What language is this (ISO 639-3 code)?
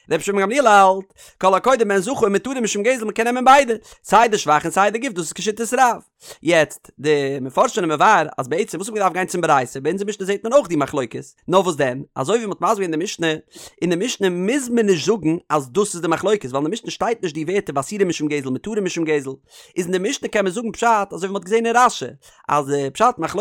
yid